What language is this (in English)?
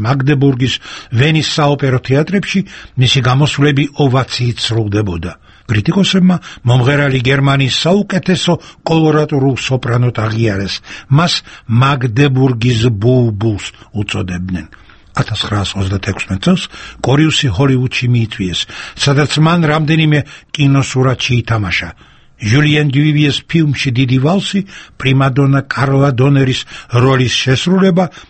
Georgian